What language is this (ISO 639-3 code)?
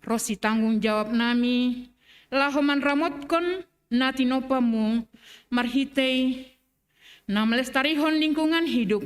bts